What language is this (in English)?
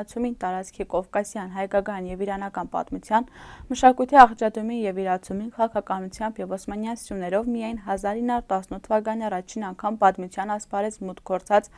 Armenian